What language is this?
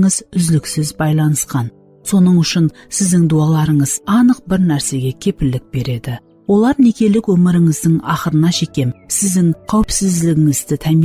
Kara-Kalpak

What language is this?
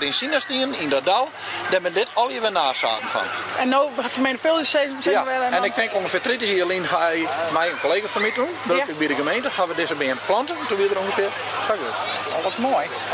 Western Frisian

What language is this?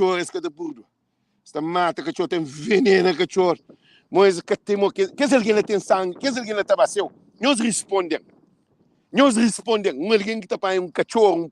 Kabuverdianu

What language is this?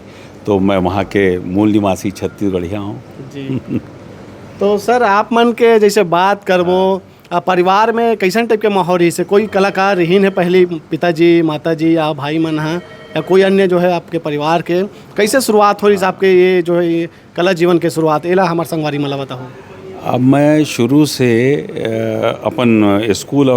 Chhattisgarhi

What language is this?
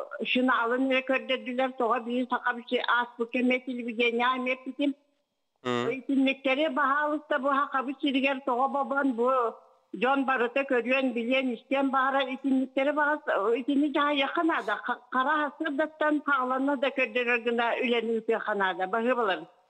Yakut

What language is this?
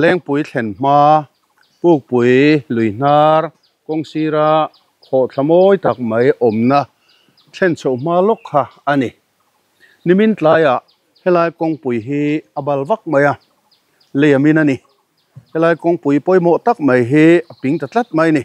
Mizo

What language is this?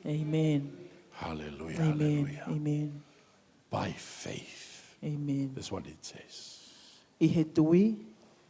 Tongan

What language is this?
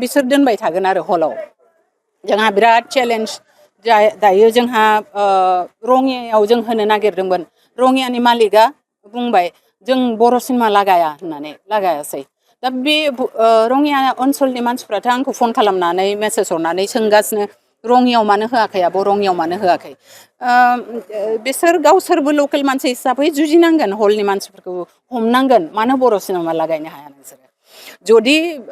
Bodo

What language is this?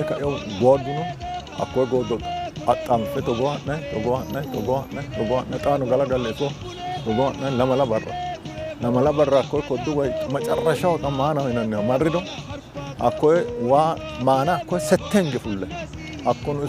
Sidamo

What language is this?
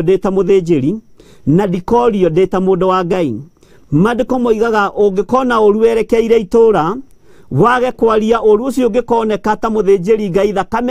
Kikuyu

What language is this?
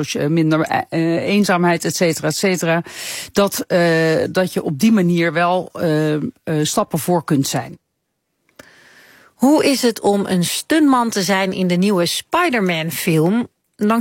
Dutch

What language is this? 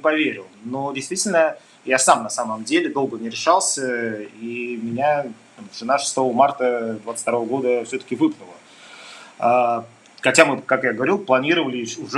Russian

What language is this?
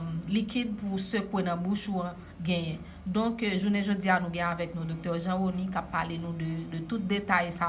Haitian Creole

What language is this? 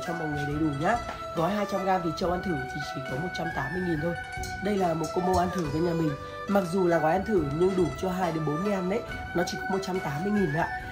Vietnamese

